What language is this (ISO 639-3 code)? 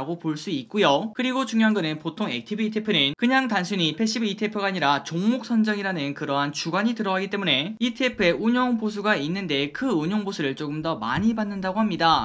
kor